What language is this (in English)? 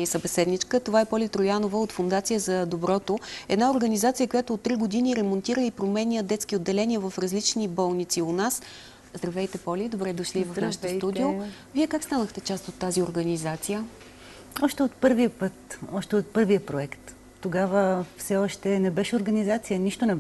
Bulgarian